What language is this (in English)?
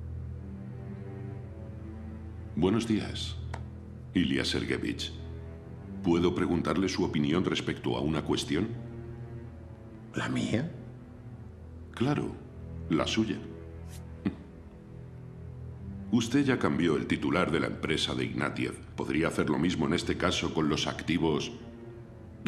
Spanish